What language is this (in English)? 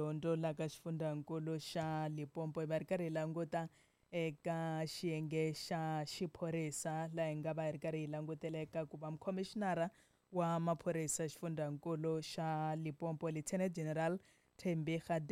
Tsonga